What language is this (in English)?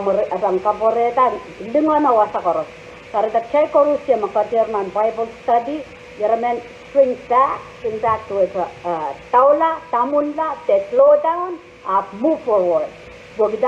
Pohnpeian